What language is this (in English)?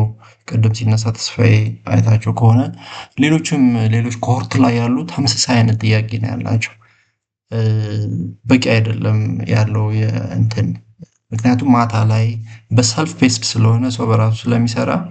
Amharic